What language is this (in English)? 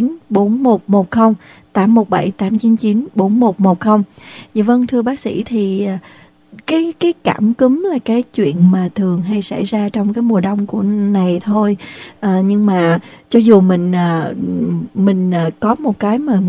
Vietnamese